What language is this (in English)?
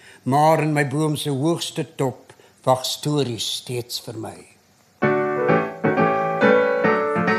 Afrikaans